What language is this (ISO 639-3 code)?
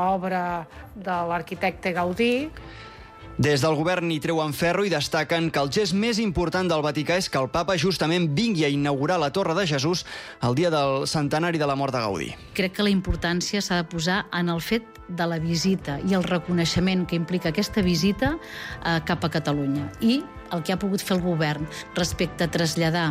cat